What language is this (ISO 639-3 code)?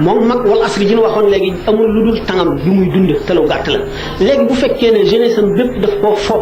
wol